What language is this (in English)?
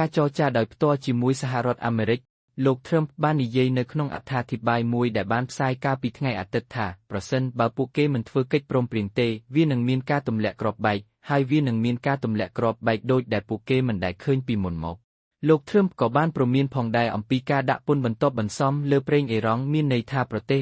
Khmer